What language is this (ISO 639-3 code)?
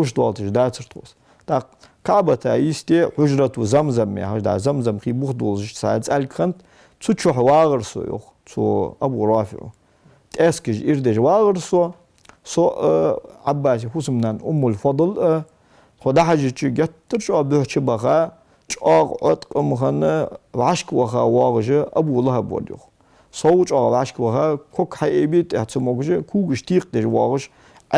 inh